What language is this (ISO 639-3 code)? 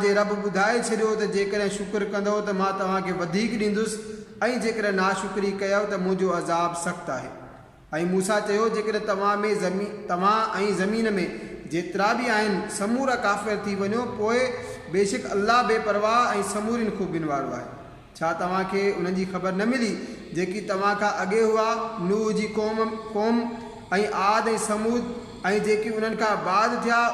snd